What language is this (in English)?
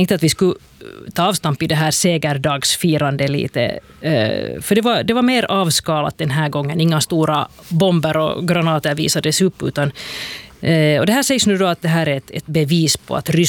Swedish